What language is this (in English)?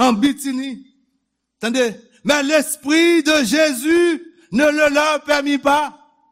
Haitian Creole